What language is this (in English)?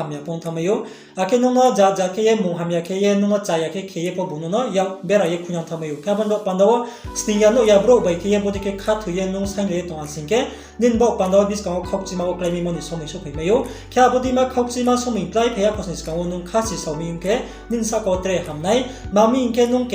Riang (India)